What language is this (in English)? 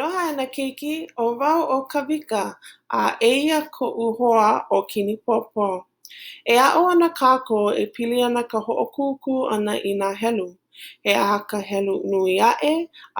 Hawaiian